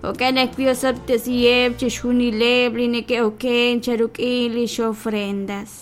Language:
Kekchí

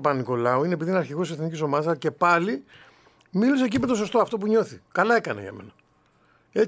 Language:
Greek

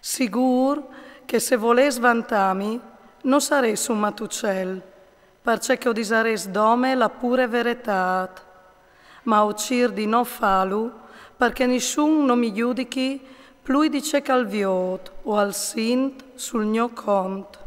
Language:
Friulian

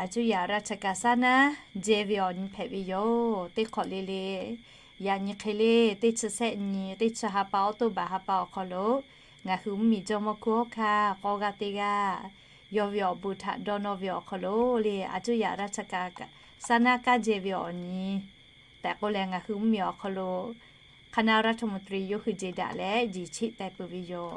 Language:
Lahu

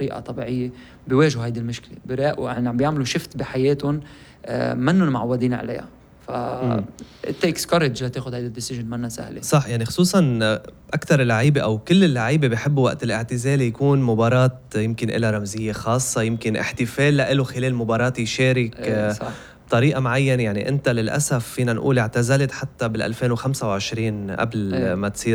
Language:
North Levantine Arabic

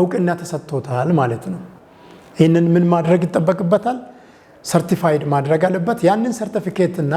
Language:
Amharic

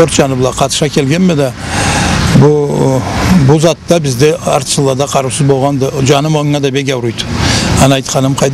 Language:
Karachay-Balkar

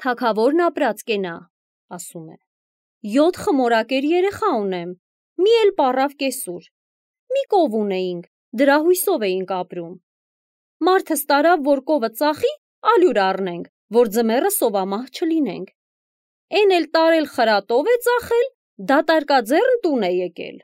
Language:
Armenian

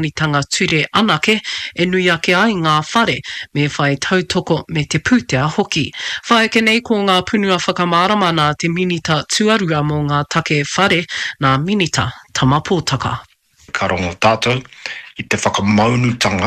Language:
Māori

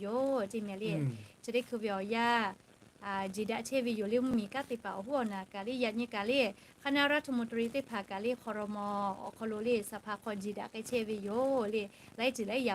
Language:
Lahu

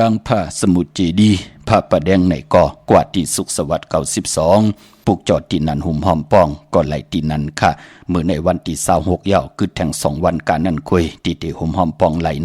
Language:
Shan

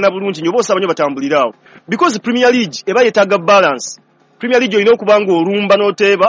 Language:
Ganda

